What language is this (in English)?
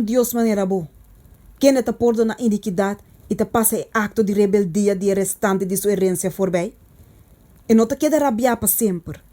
Papiamento